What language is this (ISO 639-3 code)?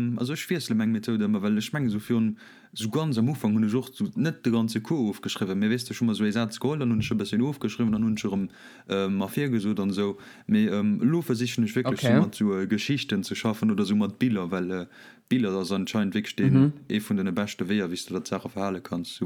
ltz